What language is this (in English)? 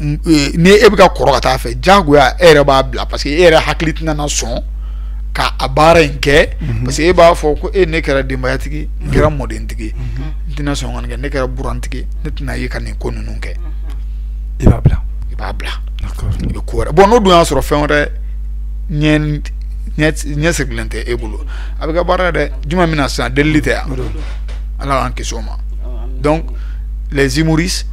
Bambara